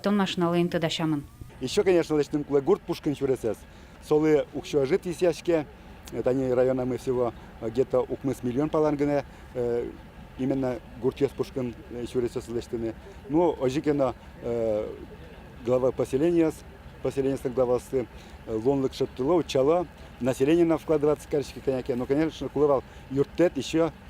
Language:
Udmurt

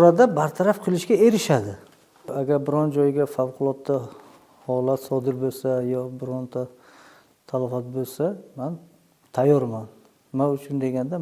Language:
Uzbek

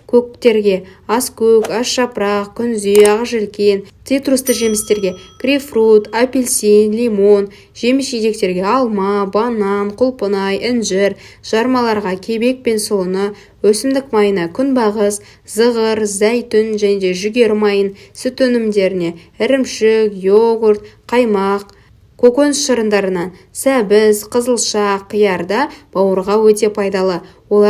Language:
Kazakh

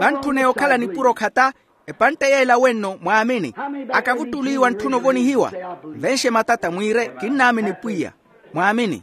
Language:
Makhuwa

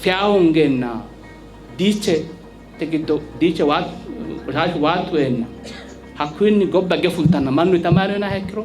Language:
Sidamo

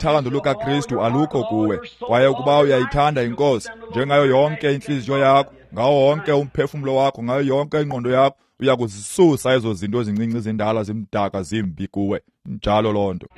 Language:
Xhosa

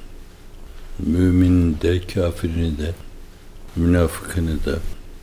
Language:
Turkish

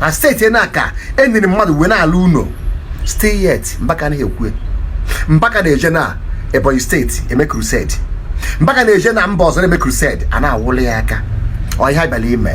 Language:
Igbo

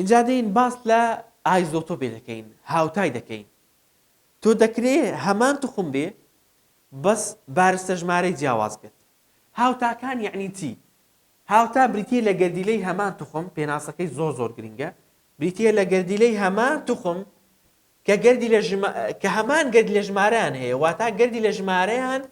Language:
Central Kurdish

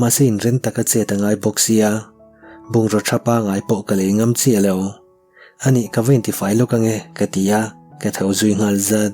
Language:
Mizo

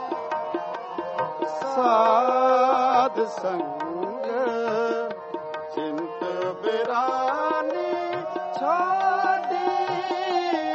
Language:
Punjabi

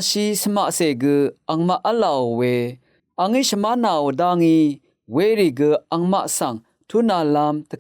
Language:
Rawang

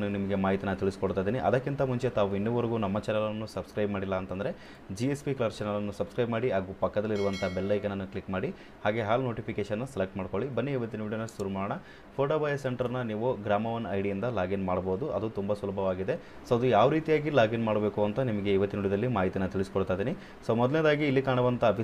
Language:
Kannada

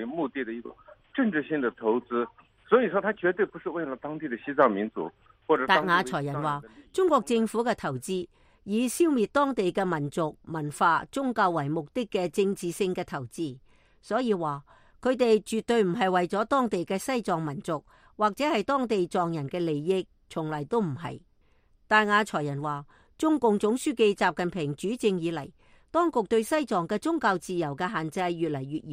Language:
Cantonese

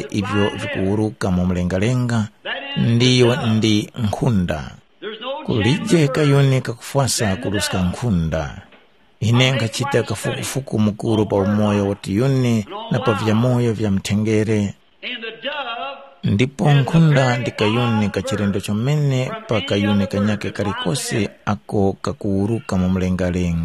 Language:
Tumbuka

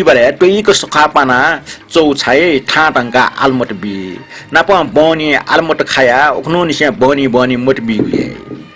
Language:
Newari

